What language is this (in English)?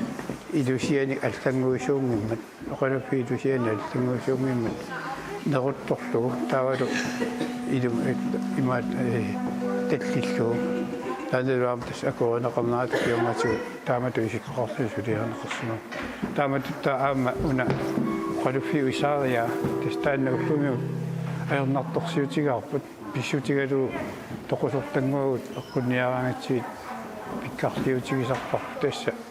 Kalaallisut